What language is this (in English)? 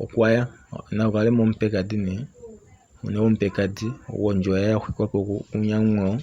Kuanyama